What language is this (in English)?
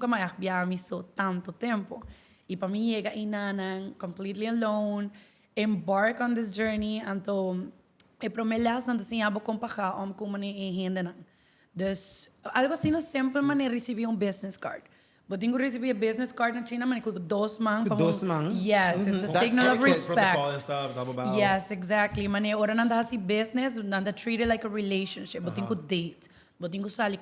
Papiamento